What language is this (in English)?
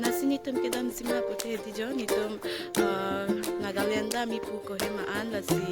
Karbi